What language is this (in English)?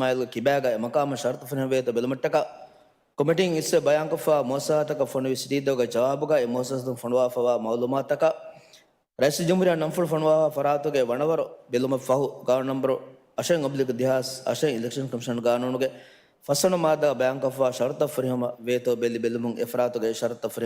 Divehi